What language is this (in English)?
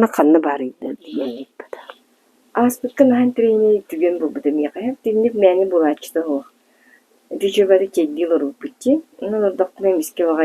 Yakut